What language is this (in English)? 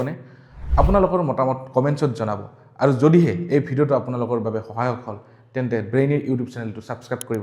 Assamese